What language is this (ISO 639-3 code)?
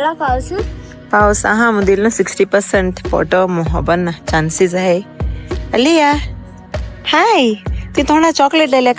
kok